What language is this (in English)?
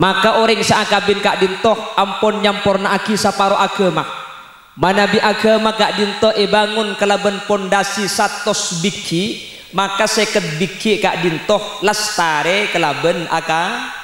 Madurese